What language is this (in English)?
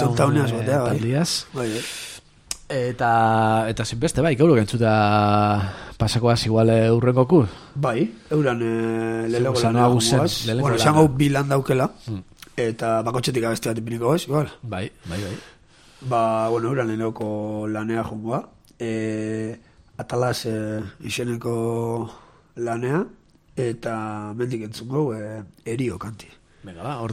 Basque